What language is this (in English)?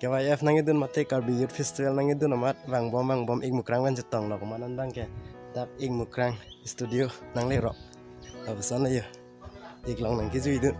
Karbi